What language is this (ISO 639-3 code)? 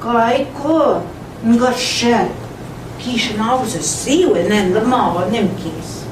ojc